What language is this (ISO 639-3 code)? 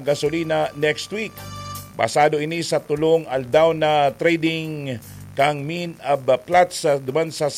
bik